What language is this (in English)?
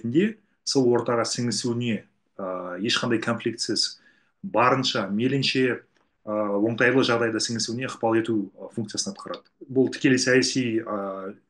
Kazakh